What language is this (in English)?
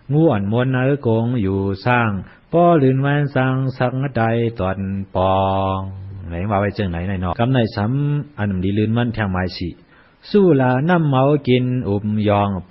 Shan